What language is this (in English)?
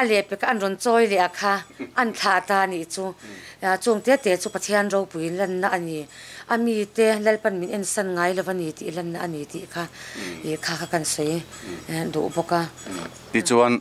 Mizo